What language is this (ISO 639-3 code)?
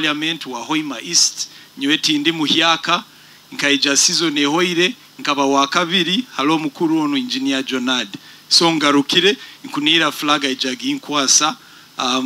nyo